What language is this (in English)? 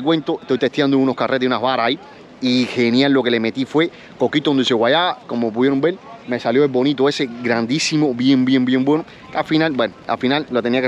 Spanish